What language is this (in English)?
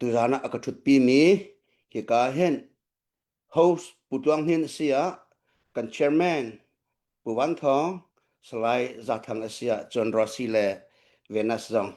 Hakha Chin